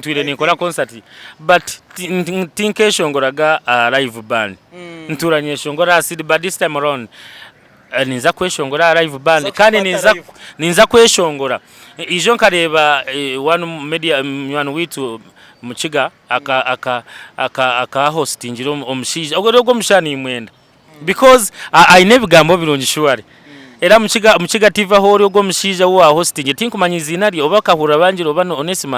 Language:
Nyankole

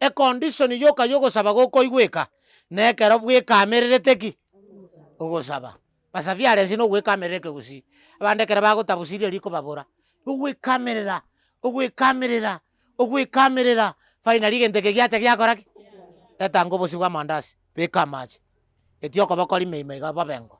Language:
Gusii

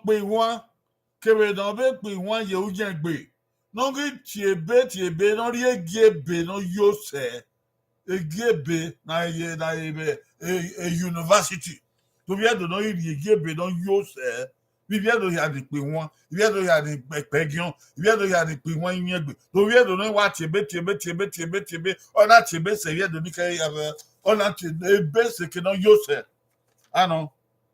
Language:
Bini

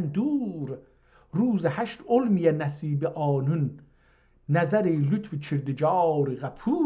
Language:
South Azerbaijani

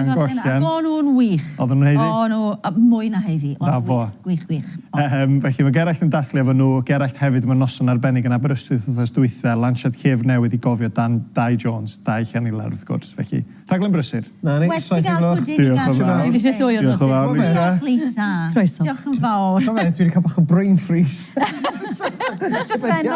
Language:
Welsh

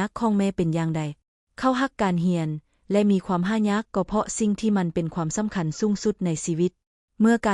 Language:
Lao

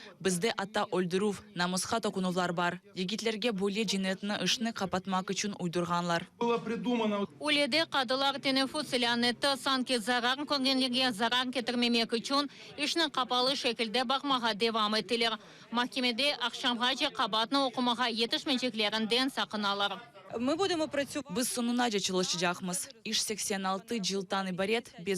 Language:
Crimean Tatar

